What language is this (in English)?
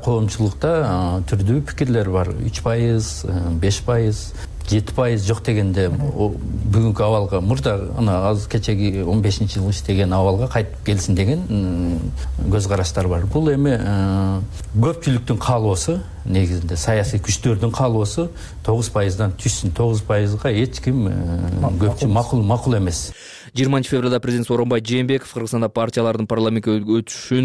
Kyrgyz